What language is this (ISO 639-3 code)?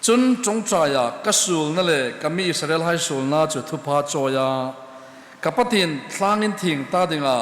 hmr